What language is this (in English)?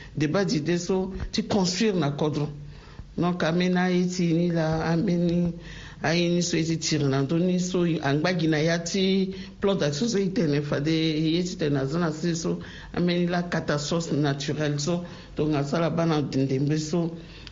Sango